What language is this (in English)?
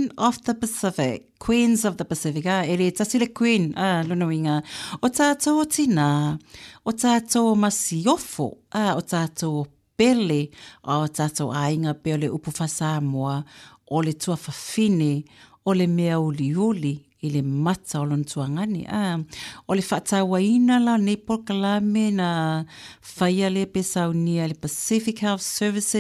Samoan